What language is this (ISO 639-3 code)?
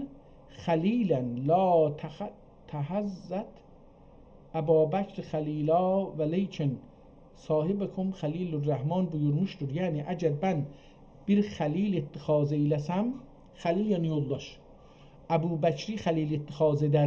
azb